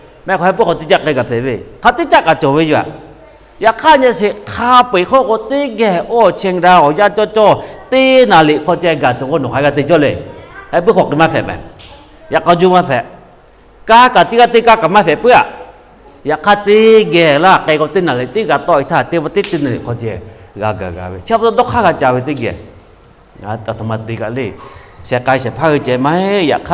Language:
Lahu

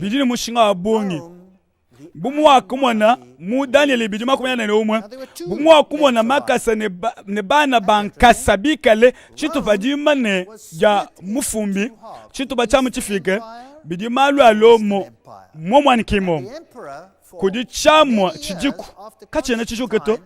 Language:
Luba-Lulua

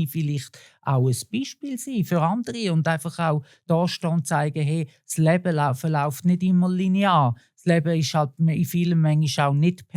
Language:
Swiss German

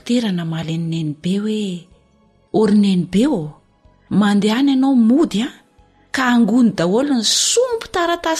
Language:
Malagasy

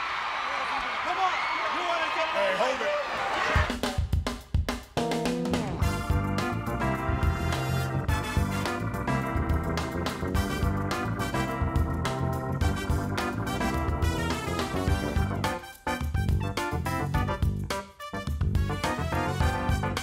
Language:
English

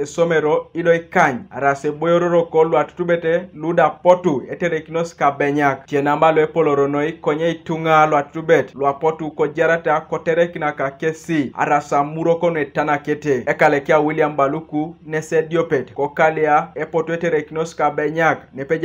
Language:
Teso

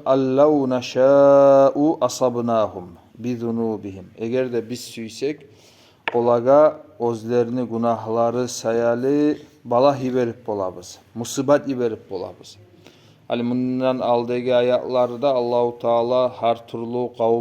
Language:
Kumyk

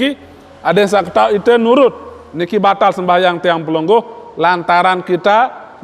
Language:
Sasak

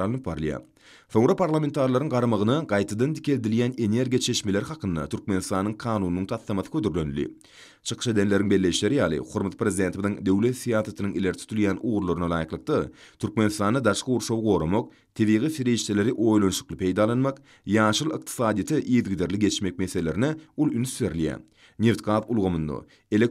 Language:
Turkmen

